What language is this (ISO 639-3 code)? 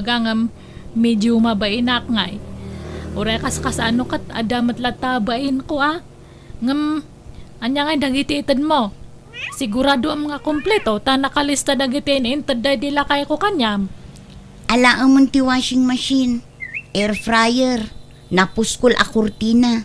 ilo